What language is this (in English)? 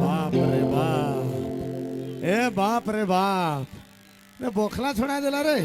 Sadri